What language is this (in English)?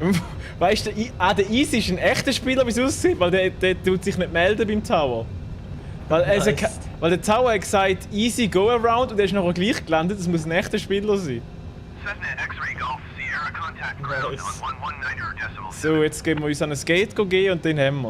Swiss German